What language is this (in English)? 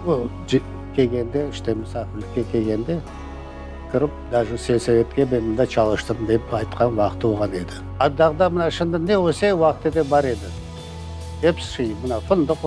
Crimean Tatar